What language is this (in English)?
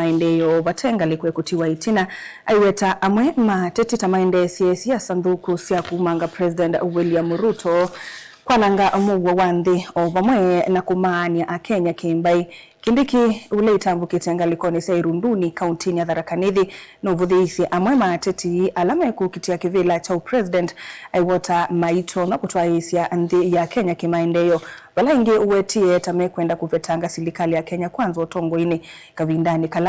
Kamba